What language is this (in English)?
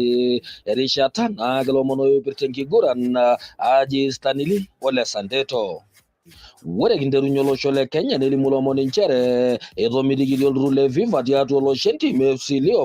Masai